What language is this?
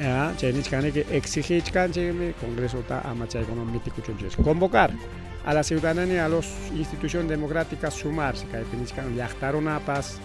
Ayacucho Quechua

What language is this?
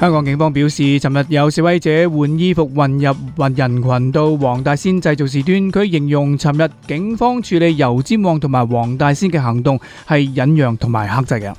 Cantonese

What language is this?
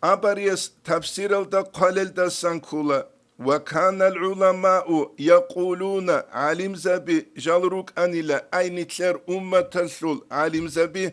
Avaric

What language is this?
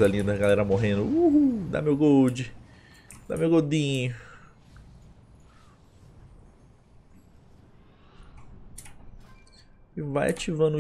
Portuguese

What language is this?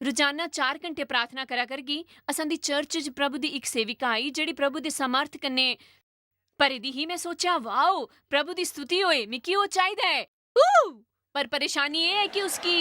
Dogri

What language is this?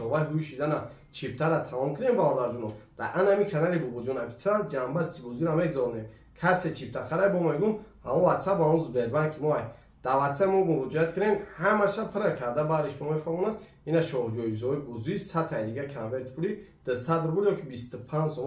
Tajik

